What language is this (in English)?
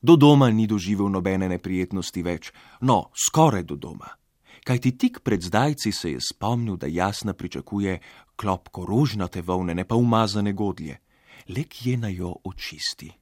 Slovenian